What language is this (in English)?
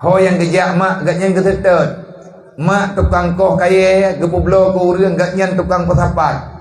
Achinese